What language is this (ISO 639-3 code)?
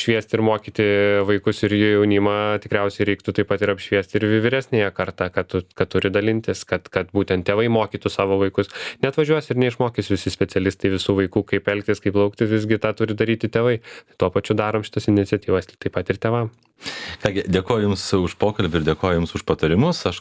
lit